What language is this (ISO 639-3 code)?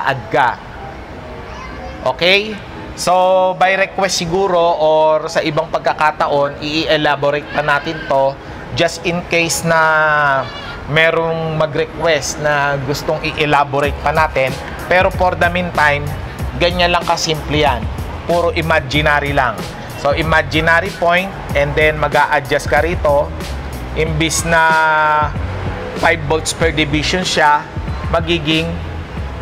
fil